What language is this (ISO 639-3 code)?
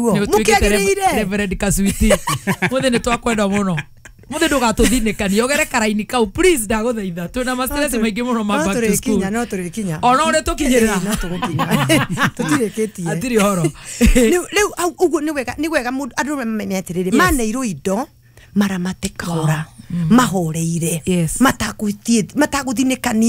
kik